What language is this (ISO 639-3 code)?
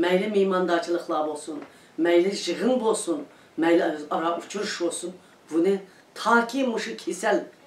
uig